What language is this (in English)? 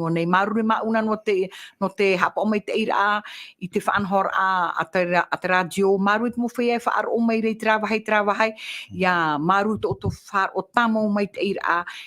Tahitian